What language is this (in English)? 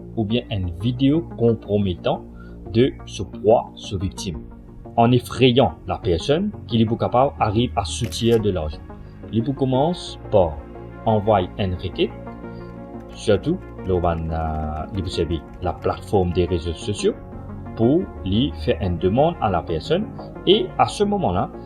Morisyen